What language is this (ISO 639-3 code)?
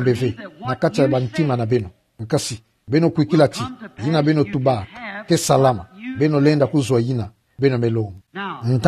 ktu